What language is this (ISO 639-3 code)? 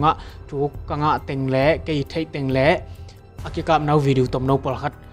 ctd